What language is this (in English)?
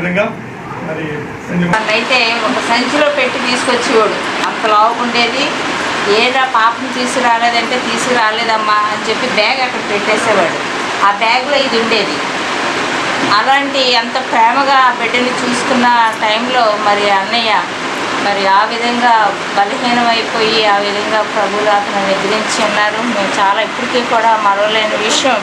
Telugu